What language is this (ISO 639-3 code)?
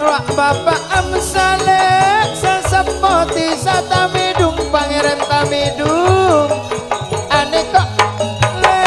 mad